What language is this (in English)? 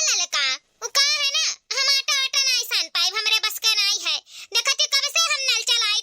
Awadhi